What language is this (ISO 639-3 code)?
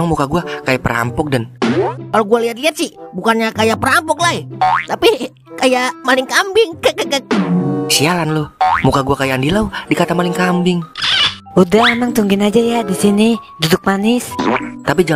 bew